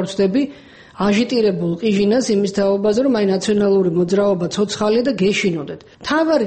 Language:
Georgian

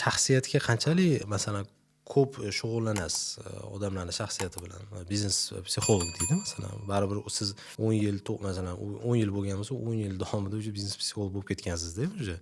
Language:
Uzbek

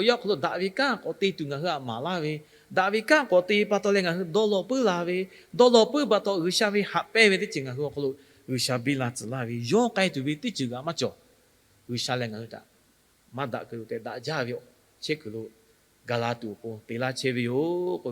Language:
Lahu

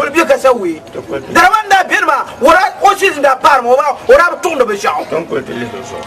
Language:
Dagbani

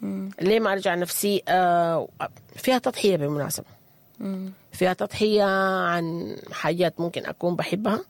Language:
Sudanese Arabic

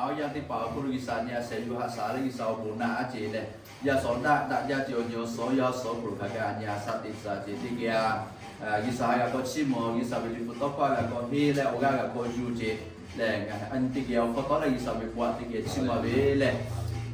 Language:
Lahu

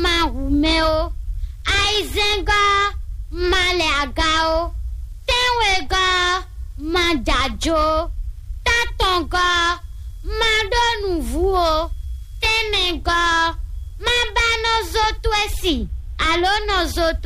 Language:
Fon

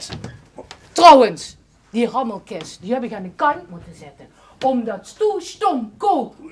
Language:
Limburgish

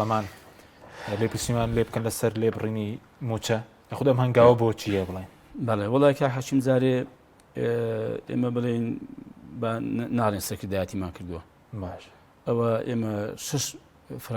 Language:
Central Kurdish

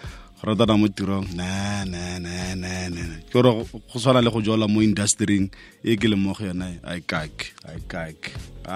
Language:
Tswana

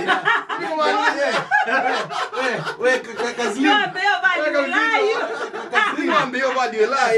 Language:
Kamba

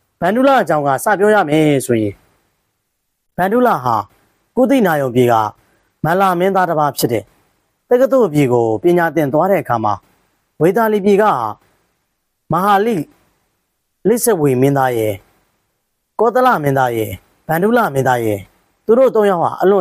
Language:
Burmese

